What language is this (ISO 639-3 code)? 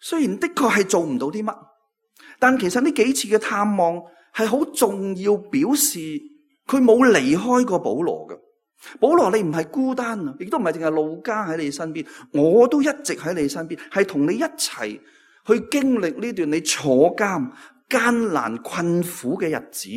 yue